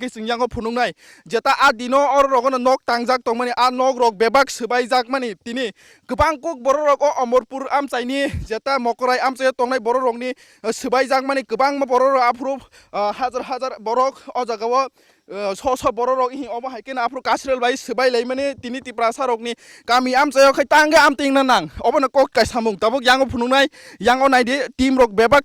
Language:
Kok Borok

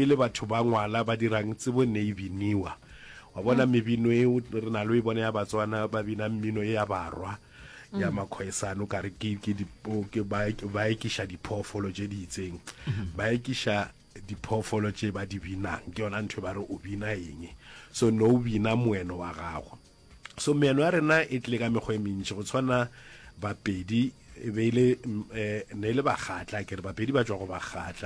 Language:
Northern Sotho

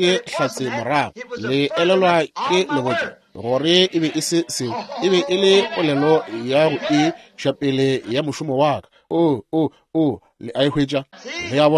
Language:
Northern Sotho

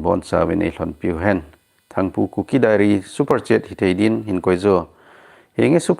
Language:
Thado Chin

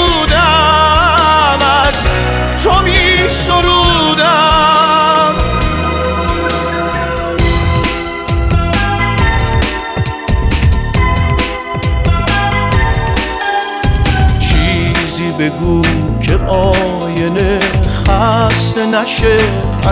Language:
Persian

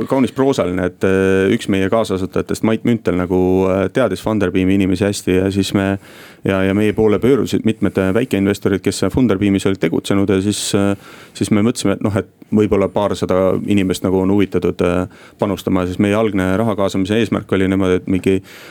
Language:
Estonian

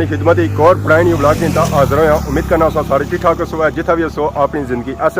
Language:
Pahari-Potwari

